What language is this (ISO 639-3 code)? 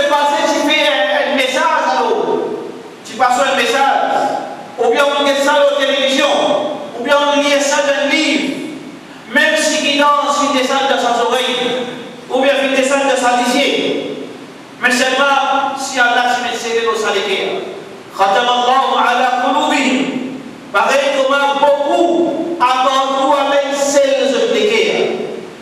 mfe